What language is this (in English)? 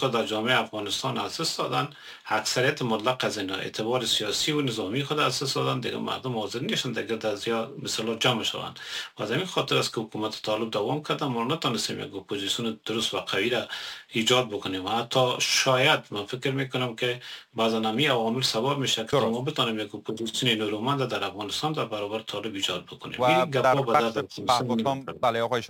Persian